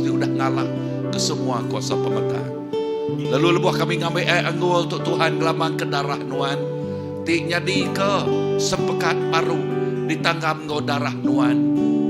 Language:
Iban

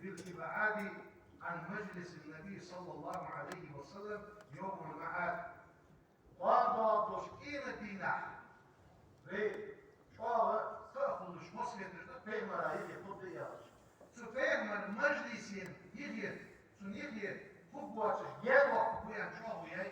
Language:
Ingush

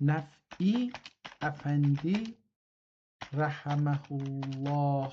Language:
South Azerbaijani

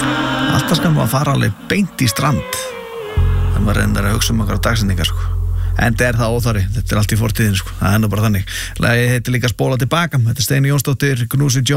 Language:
Icelandic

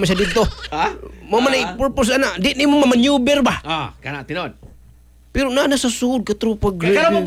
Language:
Cebuano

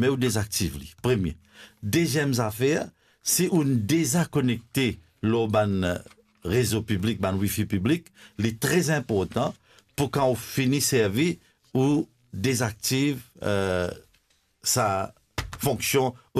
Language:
Morisyen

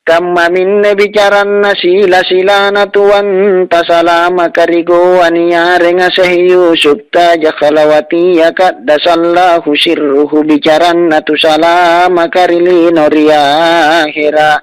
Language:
Makasar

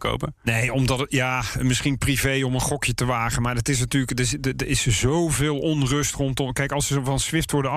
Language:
Dutch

